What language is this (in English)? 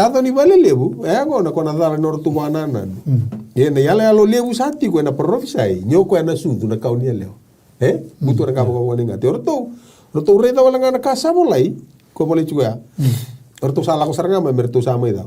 Fijian